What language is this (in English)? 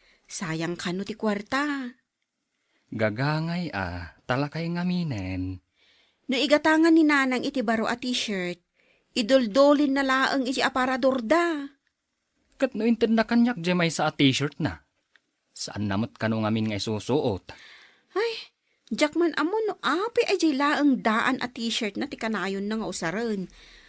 Iloko